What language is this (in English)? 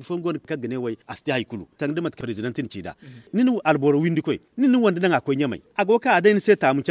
Zarma